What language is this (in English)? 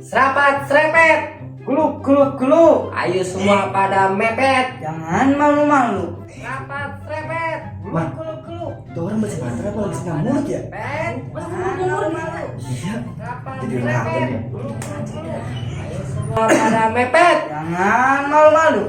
Betawi